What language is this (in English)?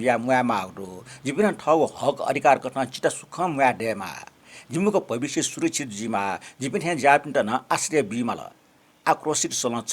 Newari